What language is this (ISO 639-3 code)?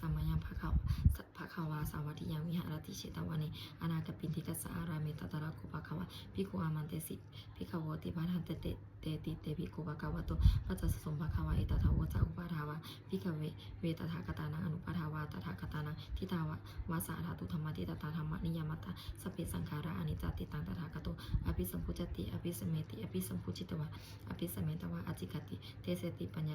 pli